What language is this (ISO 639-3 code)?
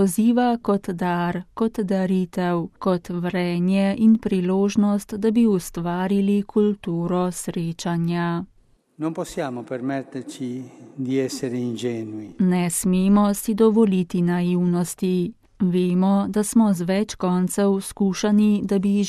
slv